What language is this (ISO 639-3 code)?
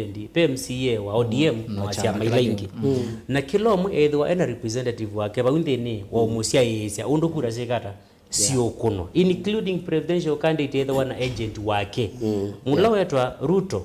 kam